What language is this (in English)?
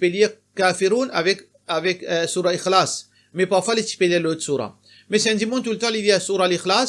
Morisyen